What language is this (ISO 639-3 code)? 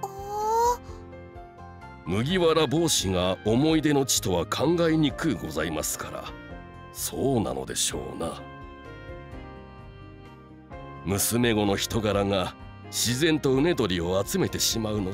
jpn